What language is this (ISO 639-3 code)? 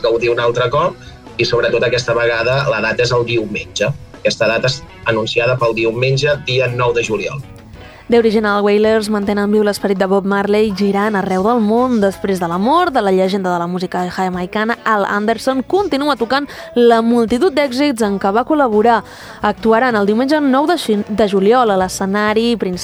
cat